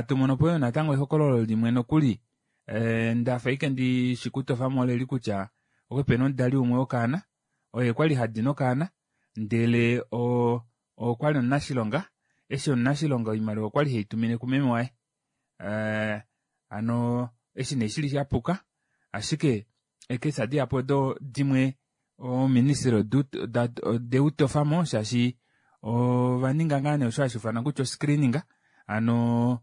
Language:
Kuanyama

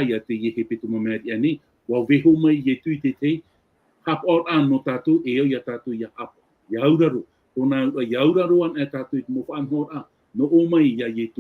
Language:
Tahitian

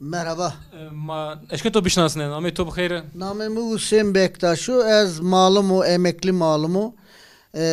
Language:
Zaza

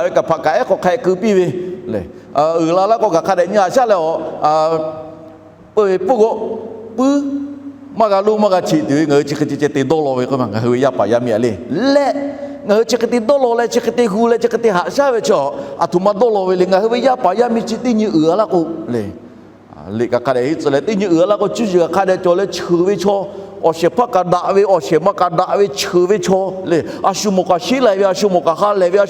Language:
Lahu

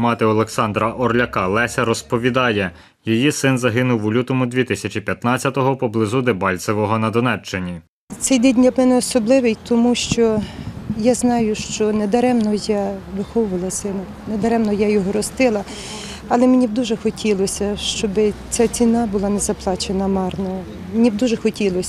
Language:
Ukrainian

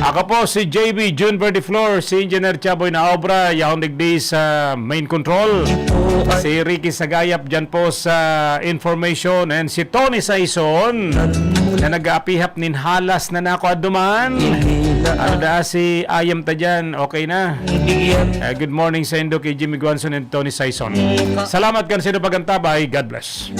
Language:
Bikol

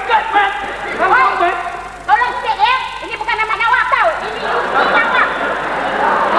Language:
Malay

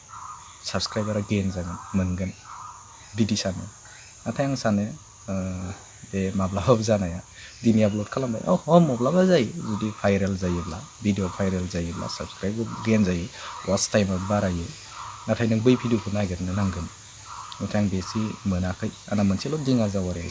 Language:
Bodo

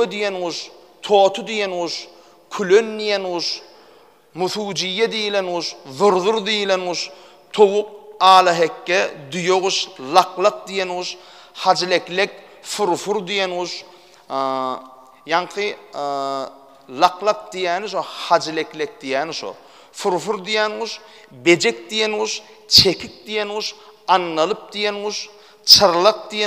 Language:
Turkmen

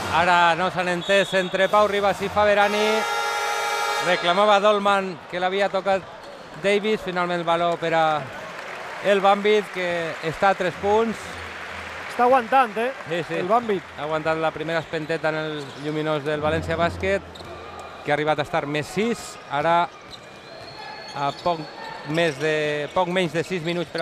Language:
Catalan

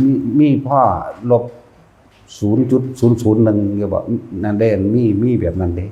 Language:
Northeastern Thai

